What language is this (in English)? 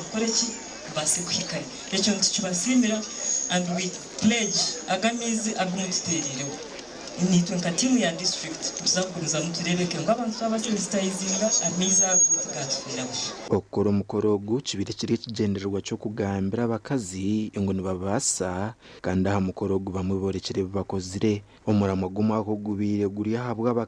Nyankole